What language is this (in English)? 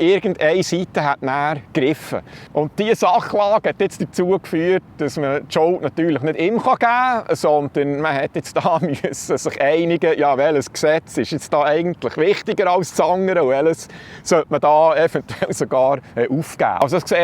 Swiss German